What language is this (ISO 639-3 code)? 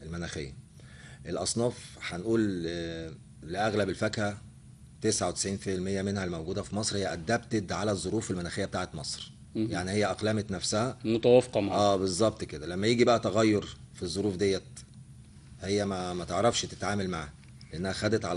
arz